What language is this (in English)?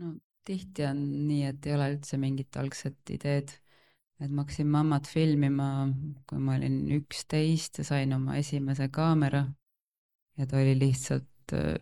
Estonian